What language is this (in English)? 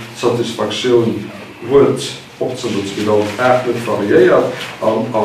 Luxembourgish